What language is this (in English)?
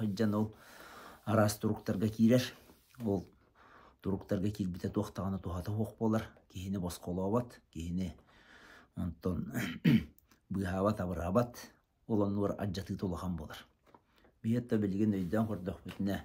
Yakut